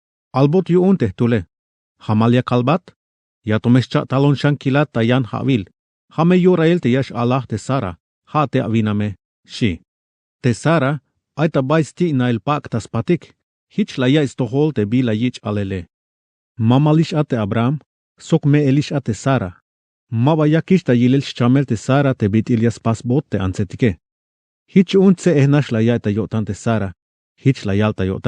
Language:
Tzeltal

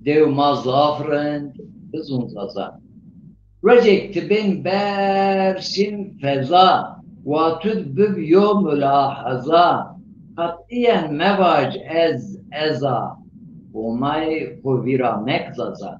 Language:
Zaza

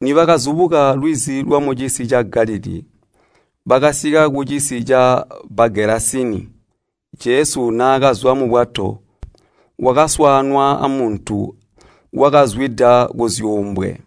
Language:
Tonga (Zambia)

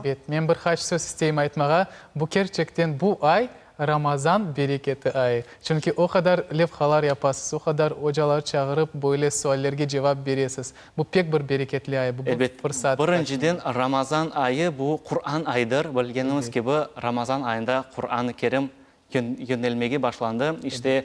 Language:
Crimean Tatar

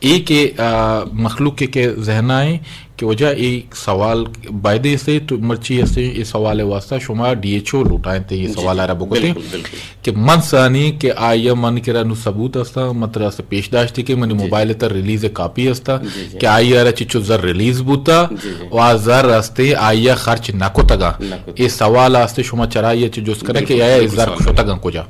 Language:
Eastern Balochi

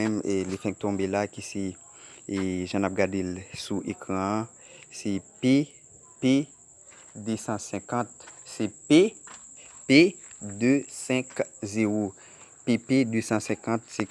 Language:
Haitian Creole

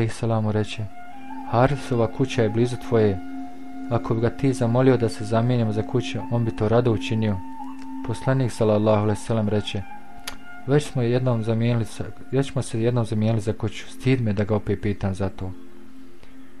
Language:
Bosnian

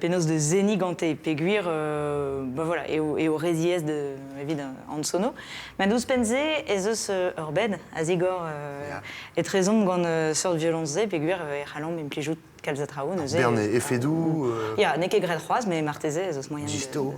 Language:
Breton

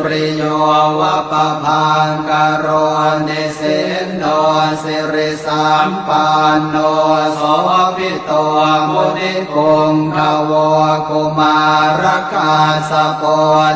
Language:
Pali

